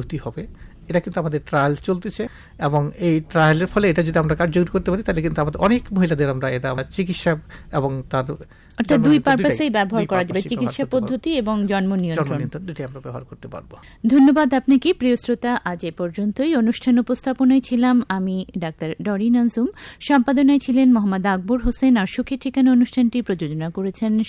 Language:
Bangla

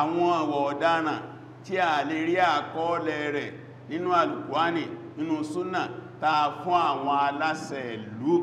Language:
Yoruba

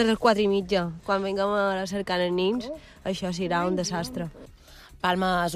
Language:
Catalan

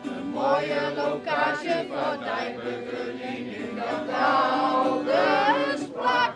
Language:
Western Frisian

